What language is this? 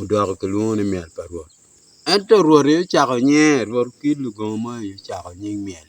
Acoli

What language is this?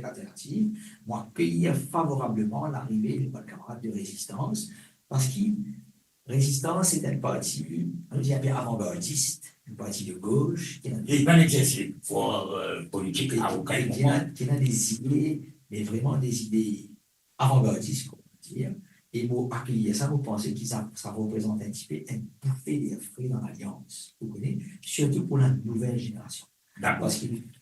Morisyen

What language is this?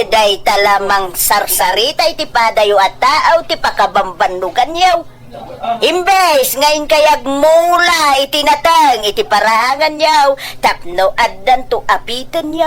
Iloko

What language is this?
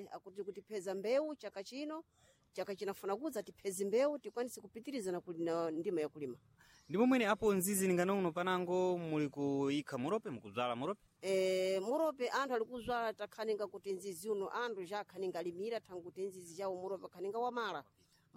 Sena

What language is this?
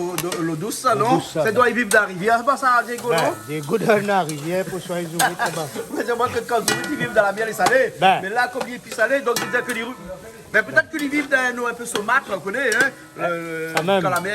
Réunion Creole French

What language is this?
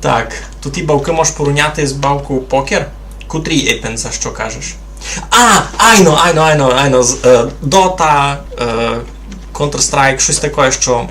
Rusyn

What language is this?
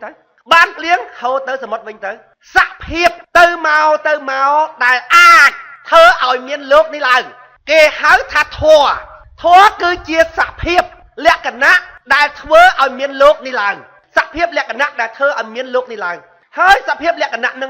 Khmer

